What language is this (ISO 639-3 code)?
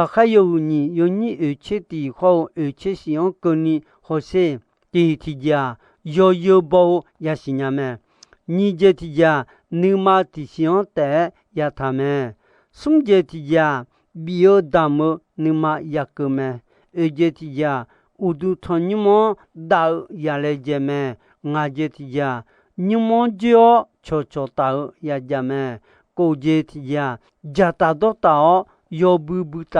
ahk